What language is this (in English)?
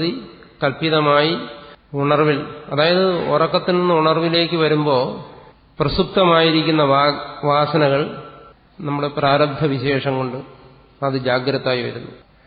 Malayalam